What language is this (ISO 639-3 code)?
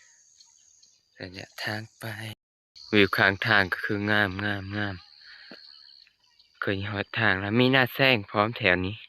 lao